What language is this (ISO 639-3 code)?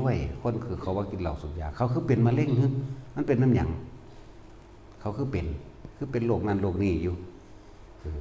tts